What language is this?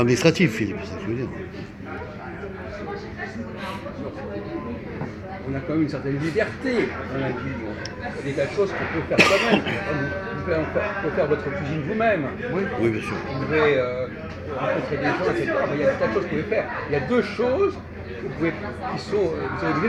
French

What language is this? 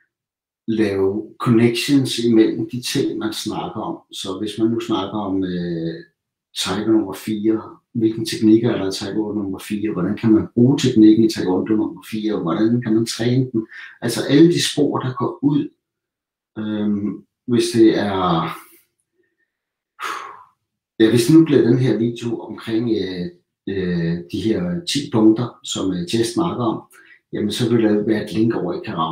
Danish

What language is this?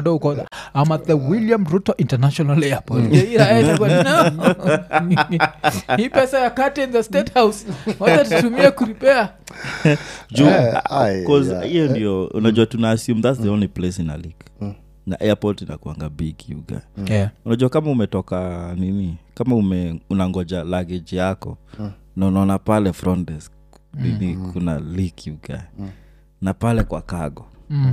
Swahili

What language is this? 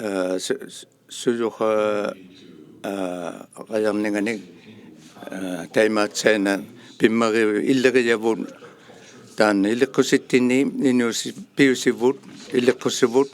Inuktitut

